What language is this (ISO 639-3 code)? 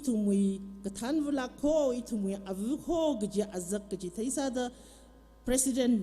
nmf